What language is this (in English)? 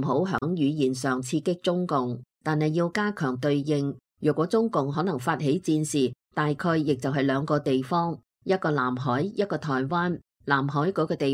Cantonese